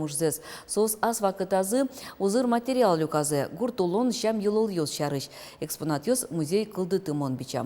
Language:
Udmurt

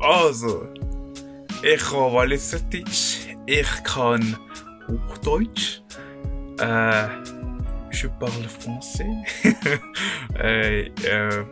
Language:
Swiss German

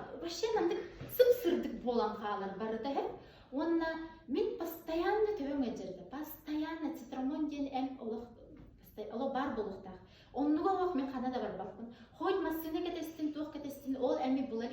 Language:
Yakut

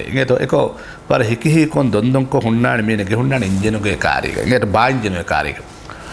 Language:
Divehi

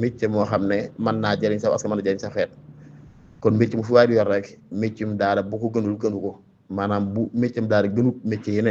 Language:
Wolof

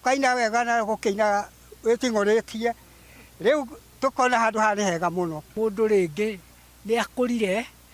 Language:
Kikuyu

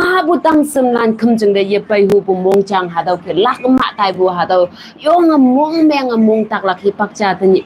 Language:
Konyak Naga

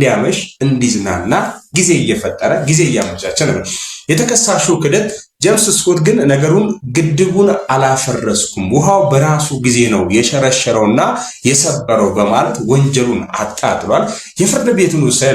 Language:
Amharic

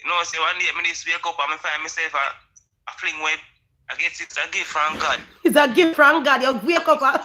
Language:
Jamaican Creole English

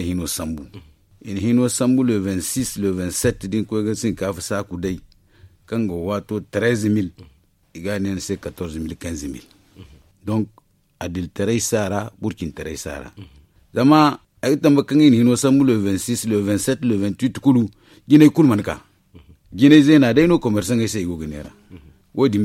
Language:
Zarma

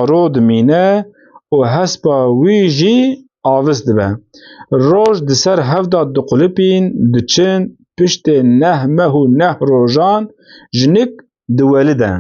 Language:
Kurdish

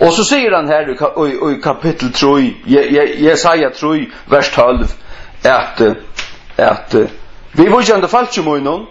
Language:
Faroese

